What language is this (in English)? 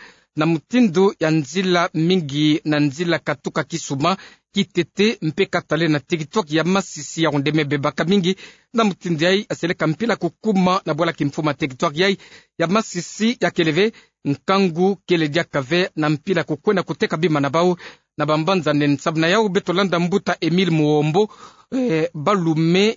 Kituba (Democratic Republic of Congo)